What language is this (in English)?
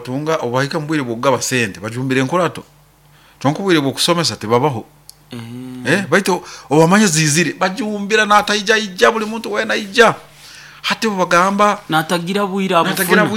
Nyoro